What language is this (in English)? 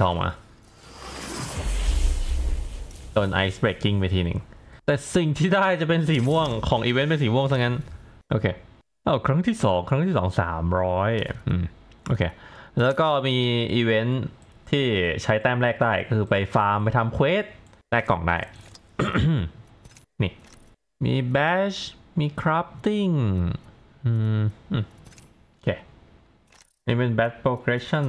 Thai